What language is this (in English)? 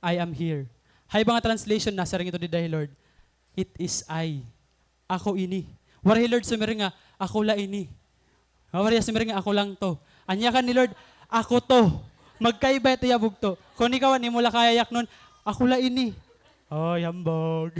Waray